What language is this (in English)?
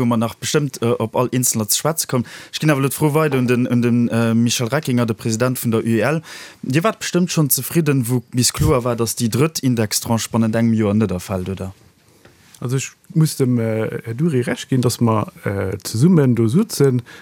Luxembourgish